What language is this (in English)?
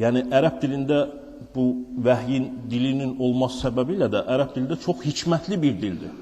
Azerbaijani